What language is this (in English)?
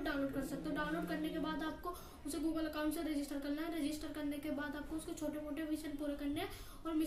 Hindi